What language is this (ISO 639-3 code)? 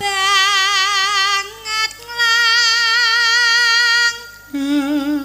jav